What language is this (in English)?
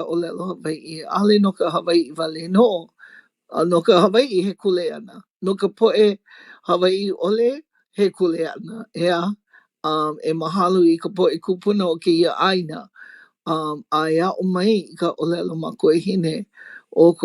Hawaiian